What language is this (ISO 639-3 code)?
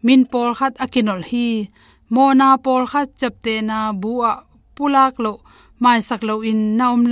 ctd